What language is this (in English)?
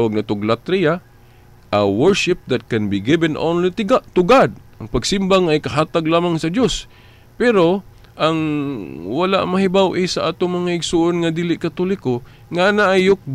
Cebuano